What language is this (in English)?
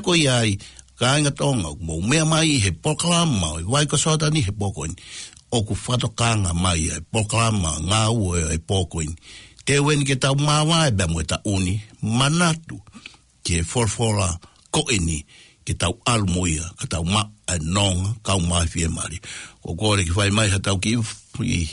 Tongan